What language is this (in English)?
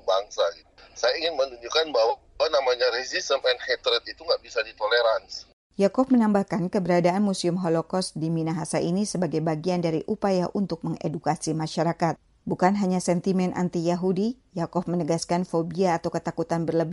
Indonesian